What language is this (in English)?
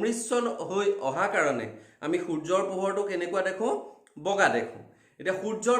Assamese